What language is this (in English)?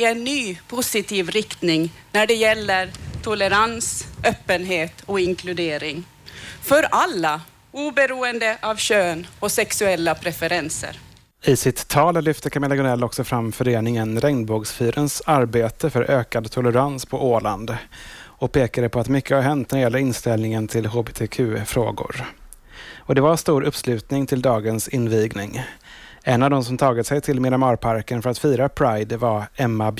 Swedish